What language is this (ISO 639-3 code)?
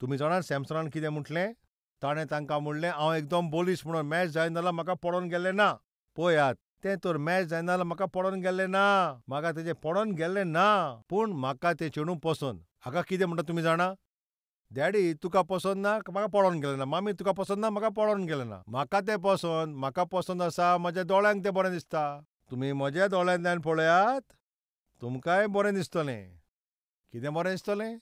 kok